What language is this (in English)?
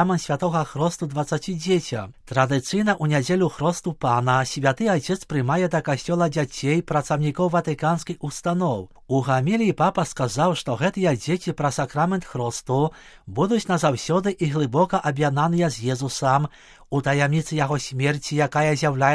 Belarusian